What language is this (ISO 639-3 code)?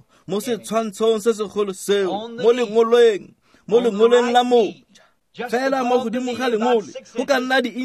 tsn